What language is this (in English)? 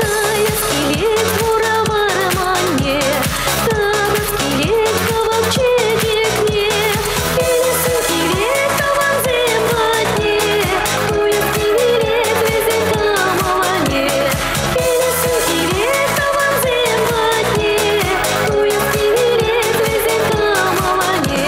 Chuvash